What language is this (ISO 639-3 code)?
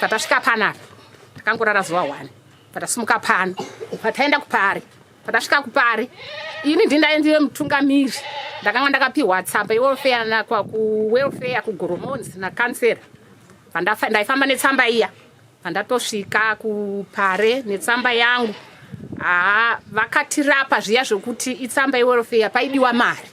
sna